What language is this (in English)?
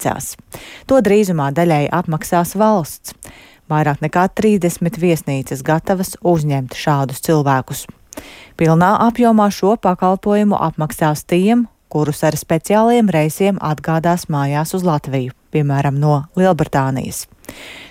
Latvian